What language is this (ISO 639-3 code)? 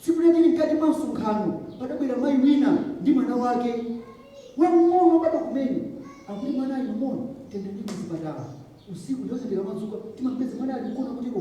nya